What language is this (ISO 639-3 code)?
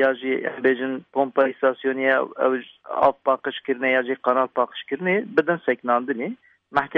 kur